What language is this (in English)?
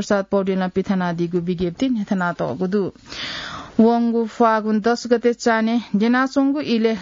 Newari